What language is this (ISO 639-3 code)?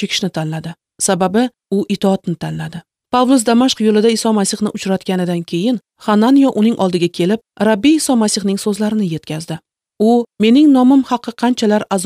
uzb